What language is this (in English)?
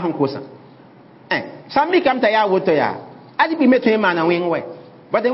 Mossi